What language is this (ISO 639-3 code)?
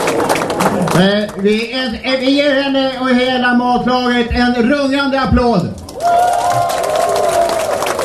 swe